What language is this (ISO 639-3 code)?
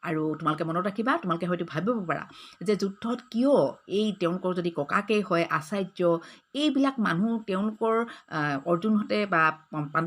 asm